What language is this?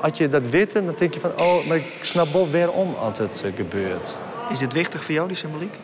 Western Frisian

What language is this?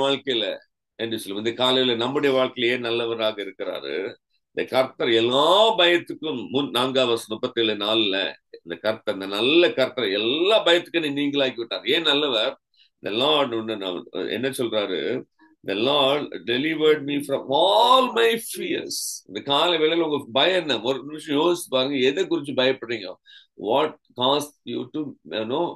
Tamil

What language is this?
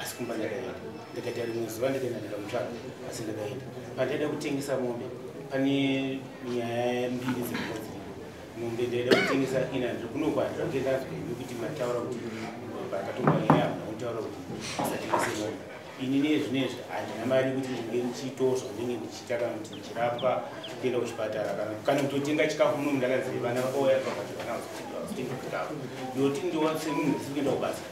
Shona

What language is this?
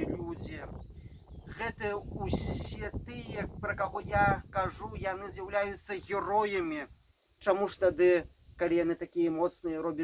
Belarusian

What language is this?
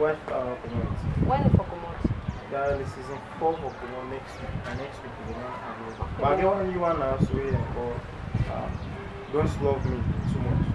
Krio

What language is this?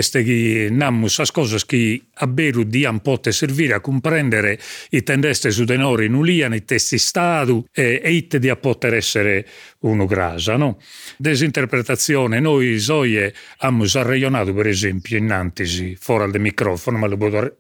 Sardinian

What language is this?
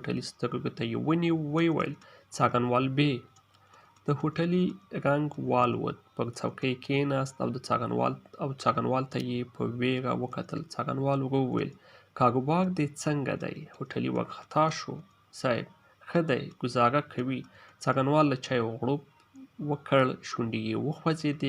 Pashto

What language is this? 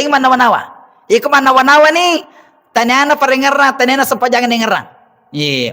Buginese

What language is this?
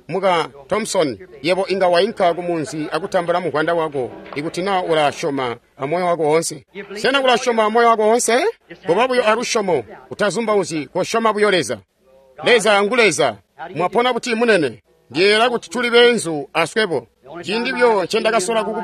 Tonga (Zambia)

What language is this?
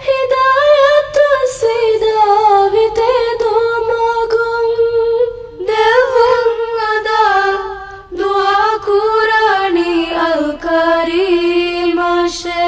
Divehi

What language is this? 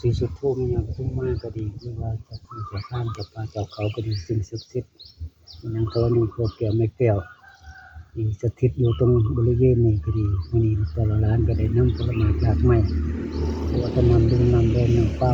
Northeastern Thai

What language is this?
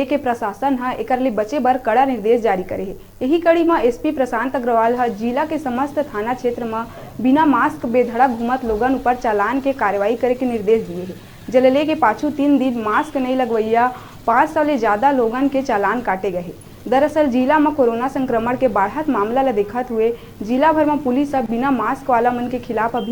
Chhattisgarhi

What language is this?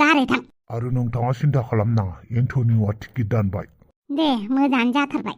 Bodo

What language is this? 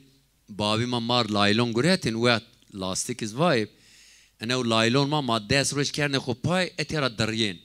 Zaza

